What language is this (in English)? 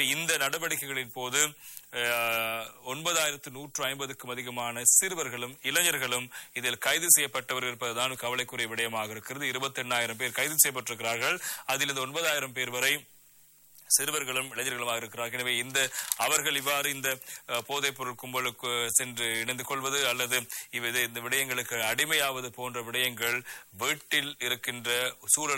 Tamil